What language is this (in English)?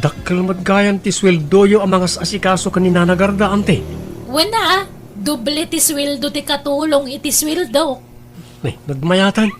Iloko